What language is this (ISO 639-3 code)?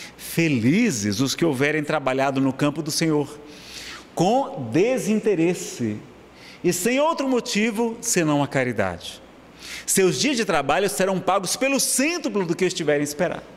por